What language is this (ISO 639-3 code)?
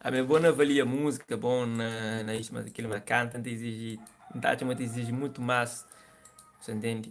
kea